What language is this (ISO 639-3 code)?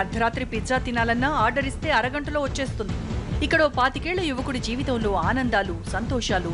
tel